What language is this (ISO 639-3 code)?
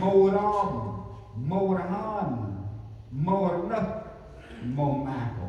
cmo